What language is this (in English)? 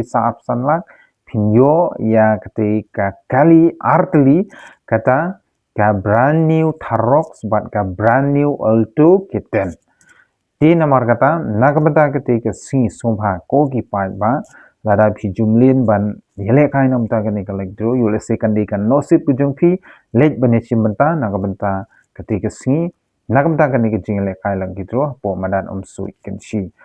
Khasi